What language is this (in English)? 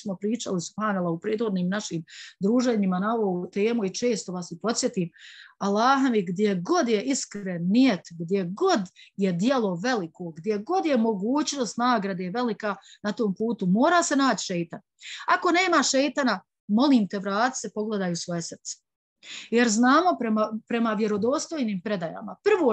Bosnian